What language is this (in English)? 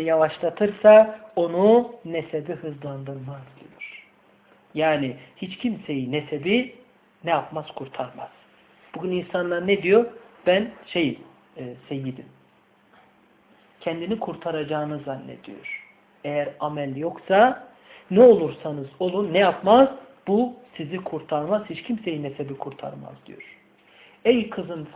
Turkish